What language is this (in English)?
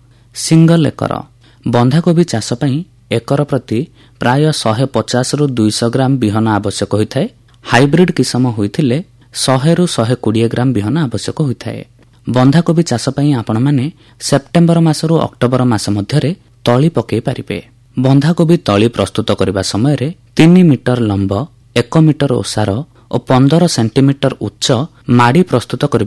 Odia